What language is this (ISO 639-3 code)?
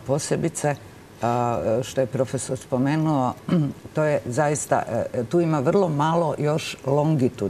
hrv